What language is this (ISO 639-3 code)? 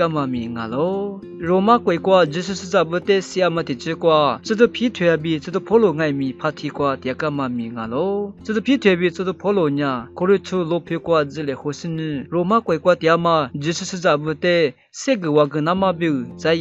lis